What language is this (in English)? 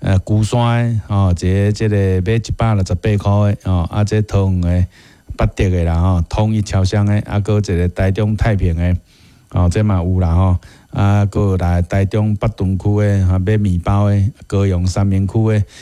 Min Nan Chinese